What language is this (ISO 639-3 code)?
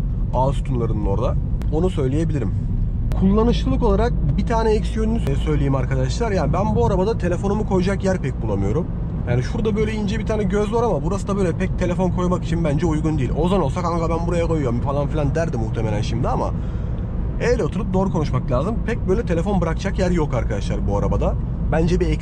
tur